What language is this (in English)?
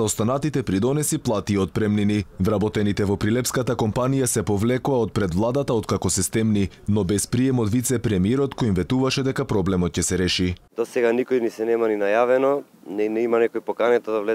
Macedonian